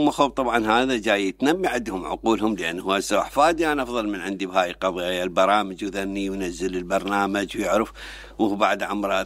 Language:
Mesopotamian Arabic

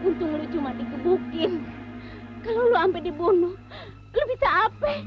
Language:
Betawi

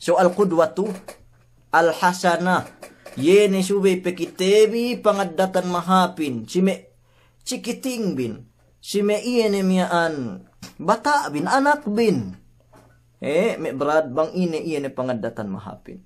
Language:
Yakan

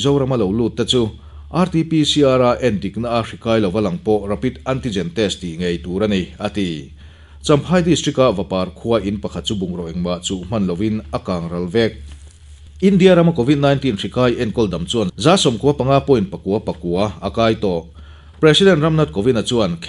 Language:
Mizo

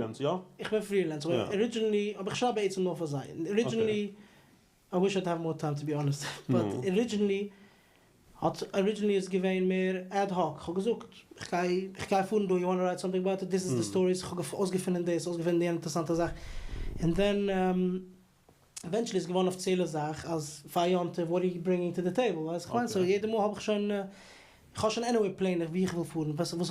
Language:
Yiddish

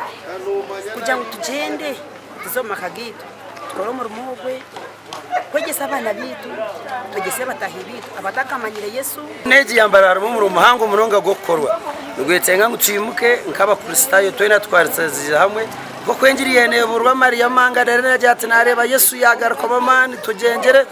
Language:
Nyankole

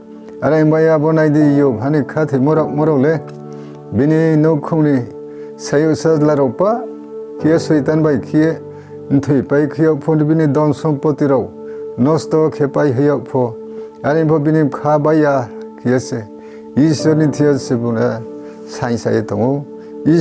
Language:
Riang (India)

